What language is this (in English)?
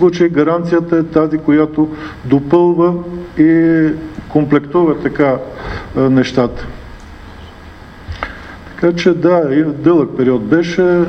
Bulgarian